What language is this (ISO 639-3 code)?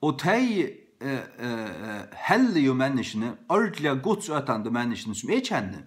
fao